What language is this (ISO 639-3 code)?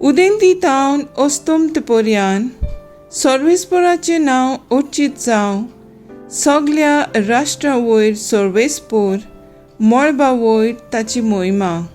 kok